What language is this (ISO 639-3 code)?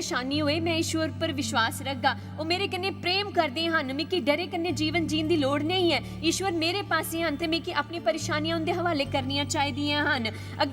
doi